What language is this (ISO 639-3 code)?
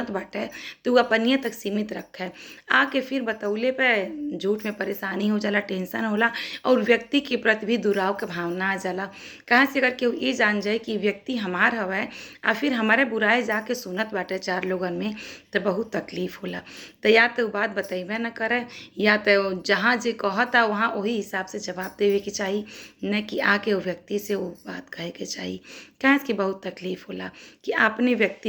bho